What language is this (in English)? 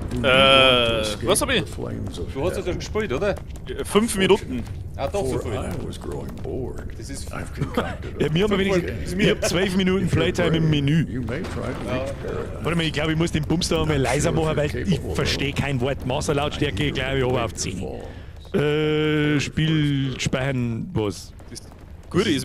Bavarian